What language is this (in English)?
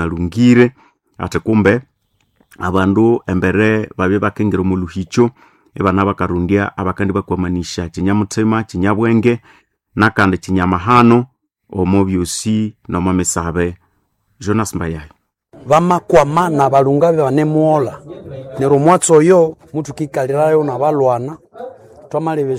Nande